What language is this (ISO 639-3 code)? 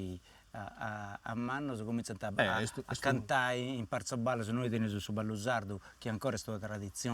srd